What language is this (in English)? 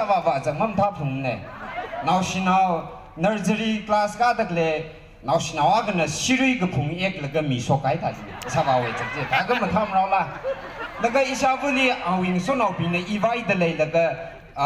Tangkhul Naga (India)